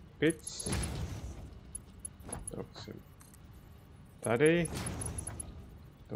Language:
Czech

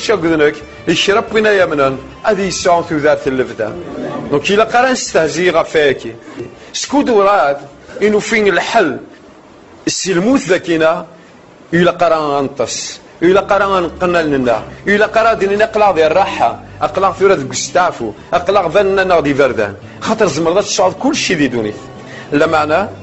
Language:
Kabyle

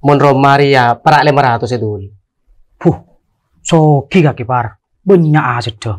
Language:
Madurese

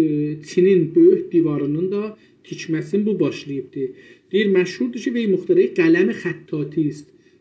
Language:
South Azerbaijani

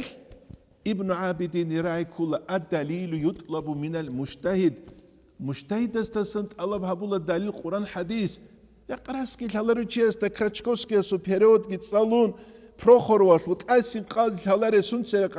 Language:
Avaric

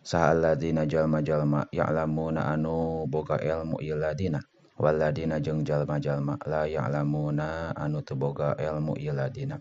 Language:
Sundanese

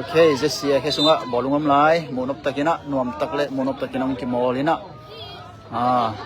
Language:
Tedim Chin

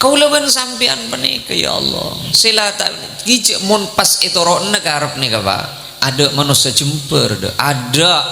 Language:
Madurese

